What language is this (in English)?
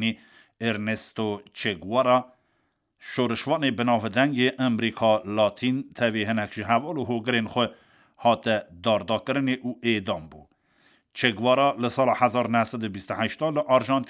Kurdish